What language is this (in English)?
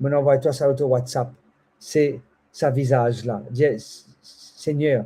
Morisyen